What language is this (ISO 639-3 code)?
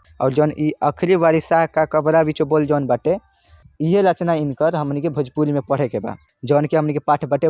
bho